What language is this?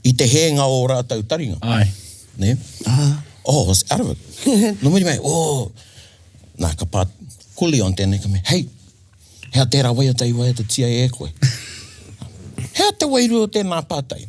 Māori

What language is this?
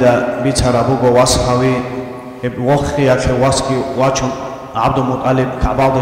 Avaric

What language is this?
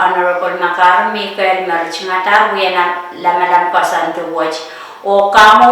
Pohnpeian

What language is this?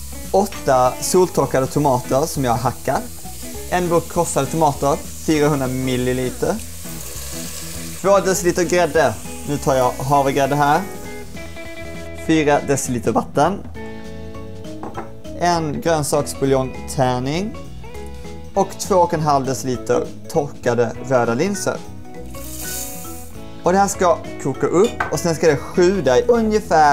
Swedish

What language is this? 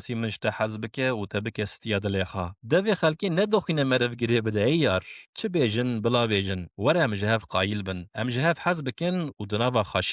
Kurdish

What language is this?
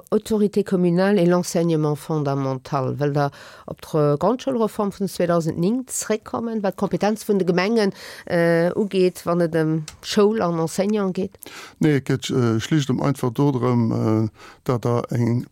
Luxembourgish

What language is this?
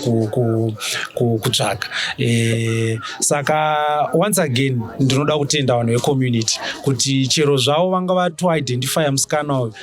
Shona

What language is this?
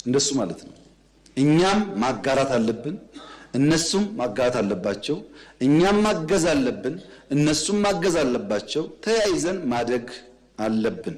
Amharic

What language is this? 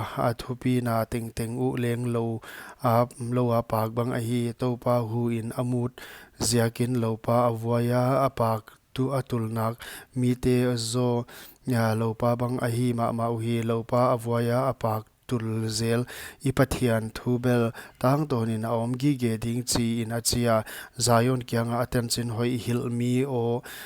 Paite Chin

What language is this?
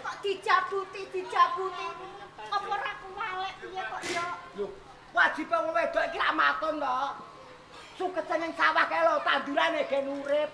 Javanese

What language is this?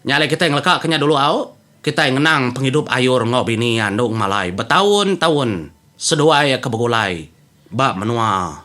Iban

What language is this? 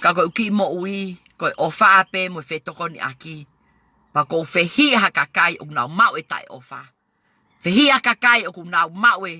Tongan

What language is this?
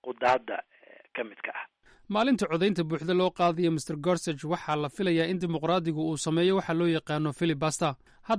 Somali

